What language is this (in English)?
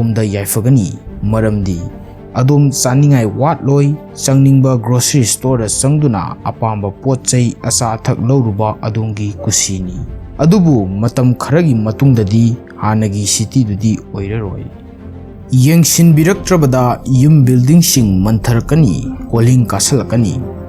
Manipuri